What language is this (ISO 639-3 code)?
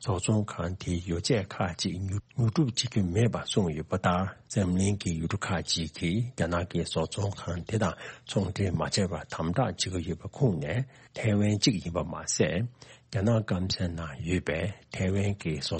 bod